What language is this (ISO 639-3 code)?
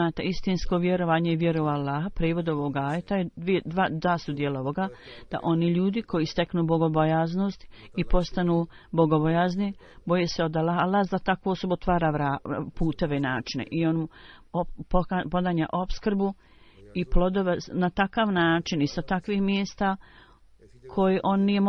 bos